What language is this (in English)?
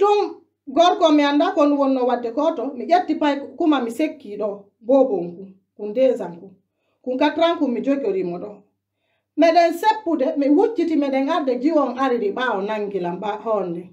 Pular